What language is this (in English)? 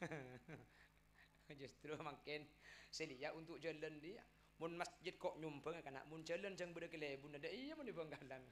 Madurese